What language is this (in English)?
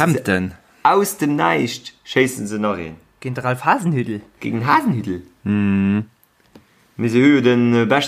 Luxembourgish